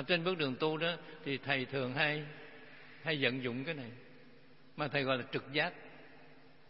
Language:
Vietnamese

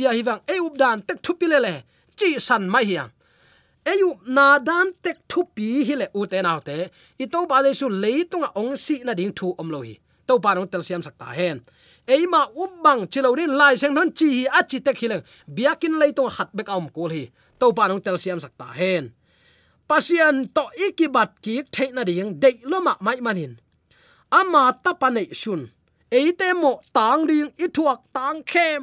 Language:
Tedim Chin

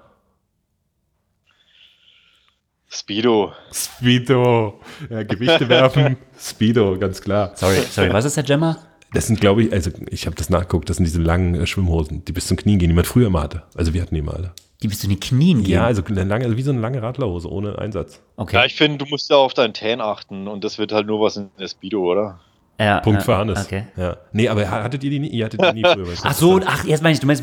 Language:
German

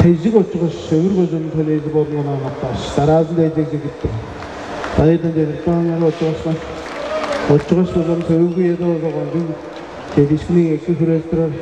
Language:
Tuvinian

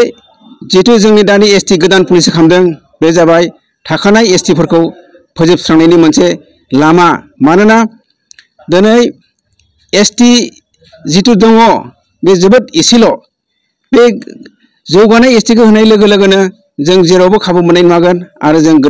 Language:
Bodo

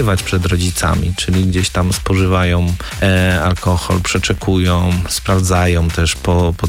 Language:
Polish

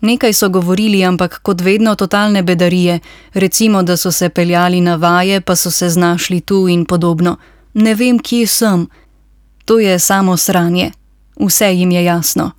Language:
Slovenian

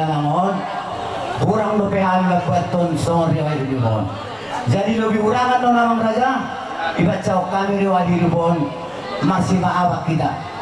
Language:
Batak Toba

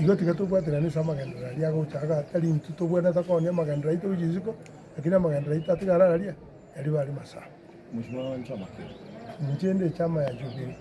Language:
Gusii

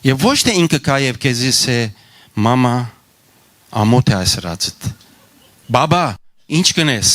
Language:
Western Armenian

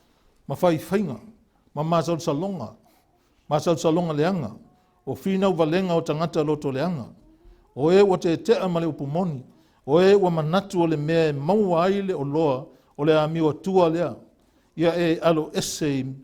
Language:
Samoan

